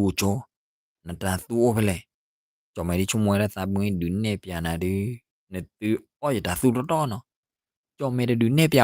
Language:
S'gaw Karen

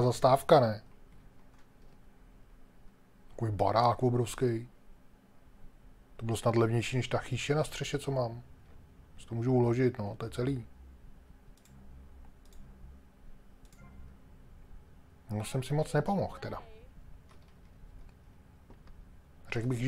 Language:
Czech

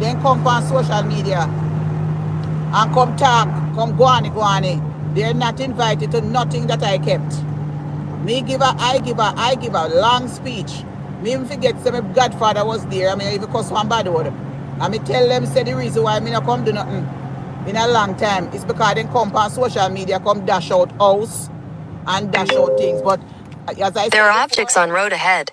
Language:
Jamaican Creole English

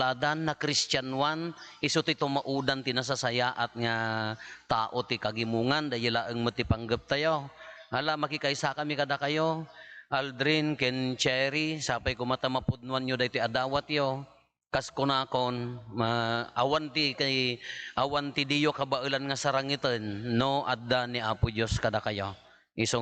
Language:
Iloko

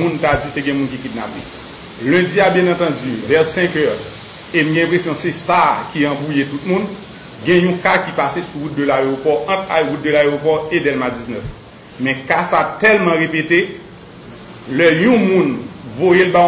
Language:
Haitian Creole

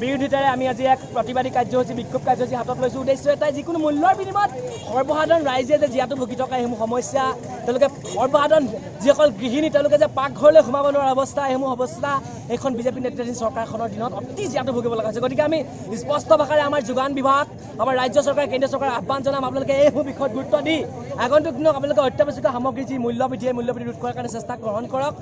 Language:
Assamese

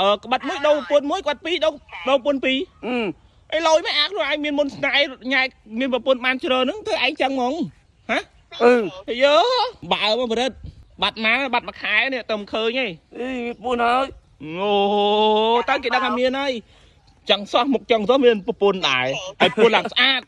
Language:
Khmer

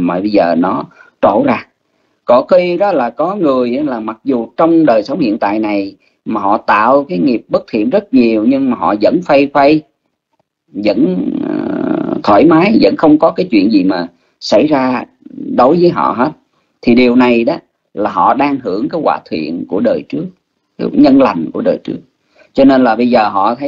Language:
Vietnamese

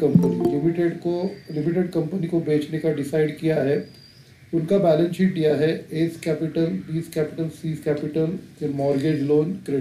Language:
Hindi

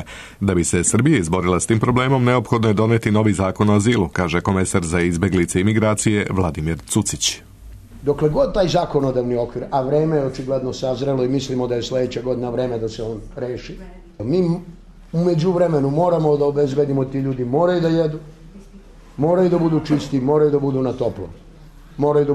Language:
Serbian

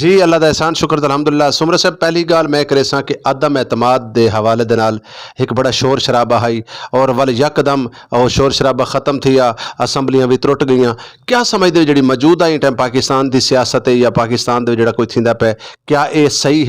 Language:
Saraiki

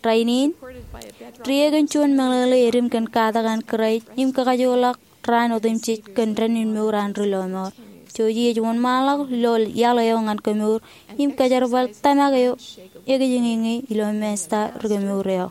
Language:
Marshallese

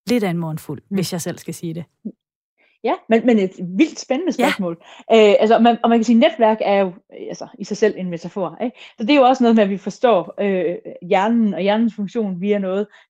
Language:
Danish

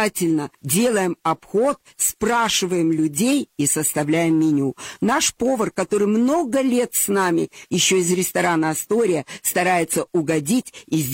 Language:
Russian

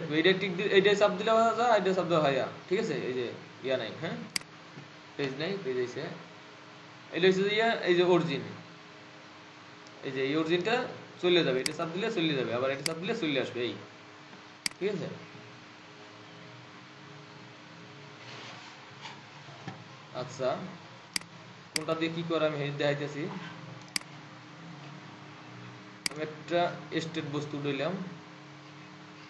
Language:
Bangla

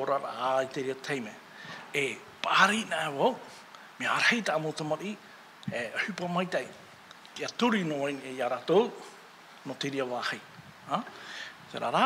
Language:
Tahitian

